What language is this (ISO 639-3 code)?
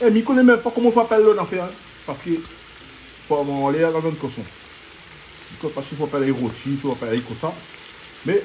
rcf